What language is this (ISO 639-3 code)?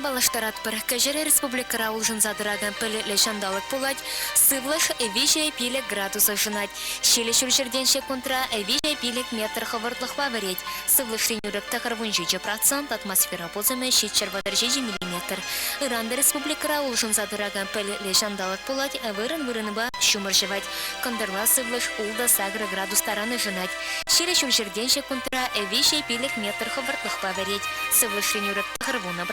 chv